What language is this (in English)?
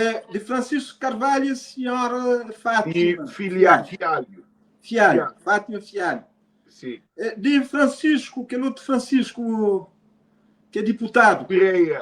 Kabuverdianu